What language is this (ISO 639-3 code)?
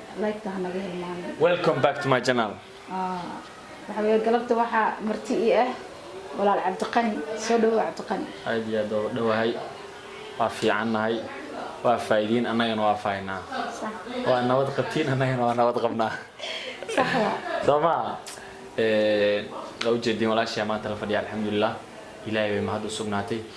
som